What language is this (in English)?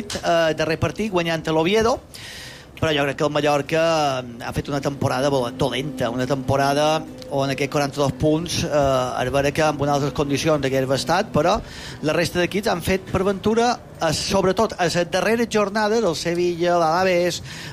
Catalan